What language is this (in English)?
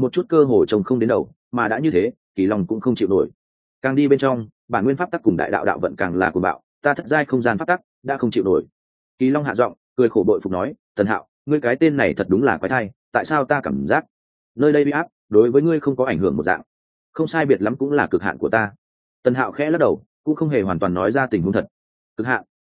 Vietnamese